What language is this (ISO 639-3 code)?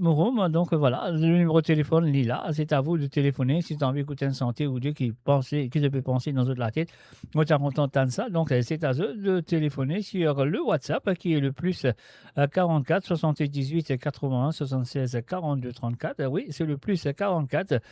mfe